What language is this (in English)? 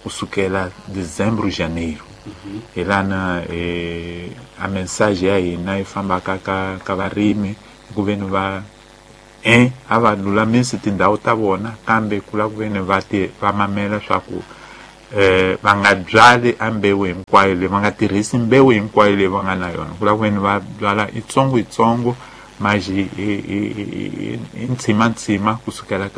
Tsonga